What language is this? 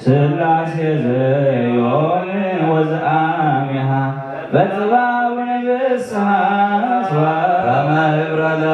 Geez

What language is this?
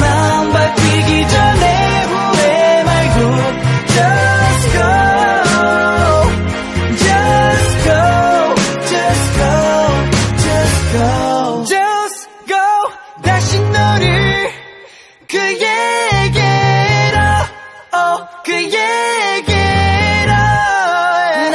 Korean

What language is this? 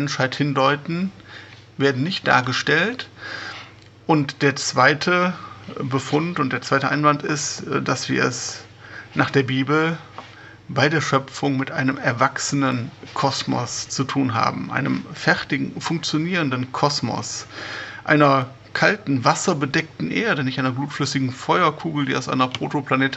German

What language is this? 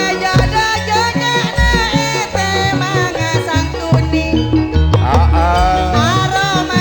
Madurese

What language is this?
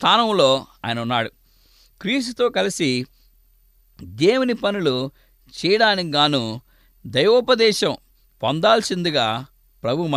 Telugu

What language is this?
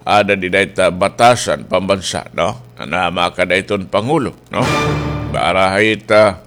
Waray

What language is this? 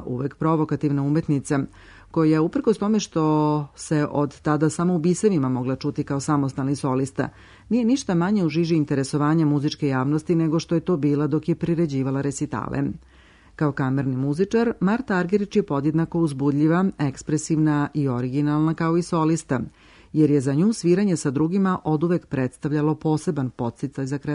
Serbian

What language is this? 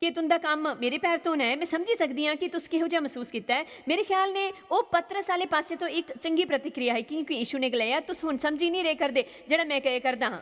Dogri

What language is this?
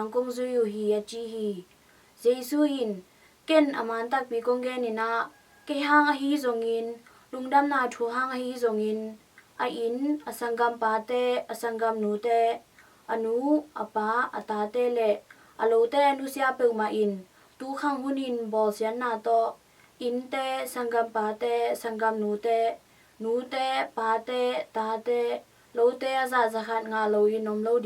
Tedim Chin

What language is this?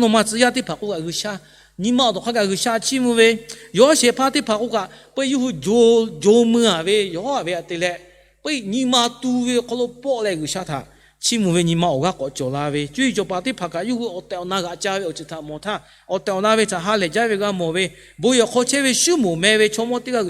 Lahu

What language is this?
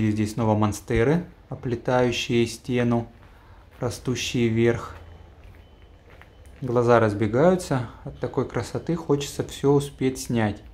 Russian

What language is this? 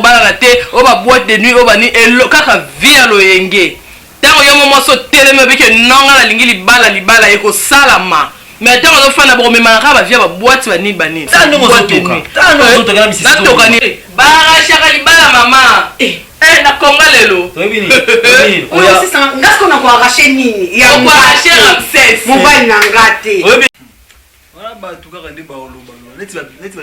Lingala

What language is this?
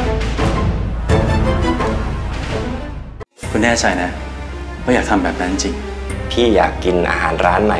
Thai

